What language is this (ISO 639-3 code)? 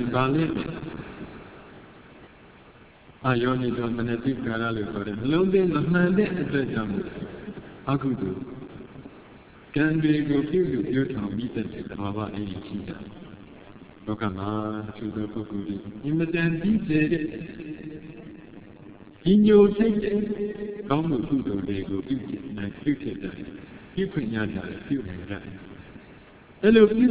mya